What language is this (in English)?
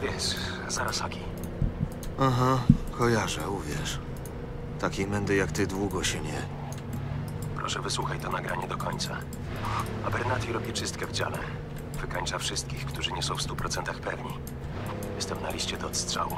Polish